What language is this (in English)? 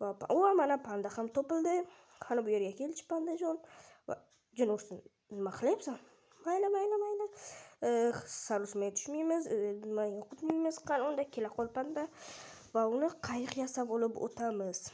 Uzbek